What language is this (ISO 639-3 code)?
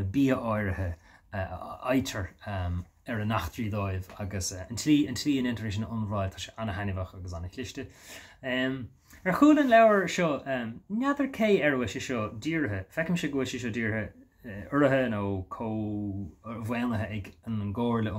gle